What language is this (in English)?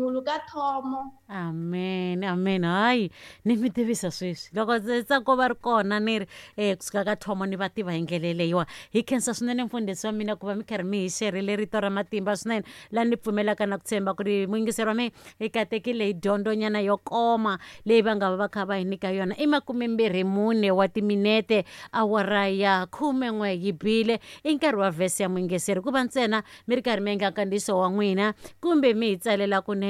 Tsonga